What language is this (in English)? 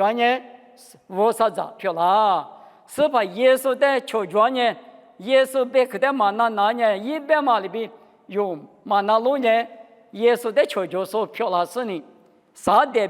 Lisu